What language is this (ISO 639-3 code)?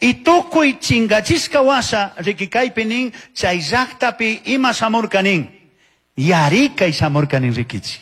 qug